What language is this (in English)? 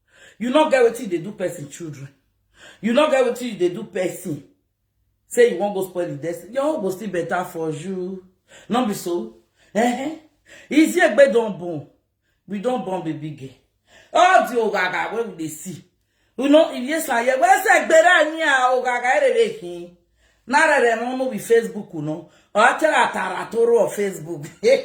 Nigerian Pidgin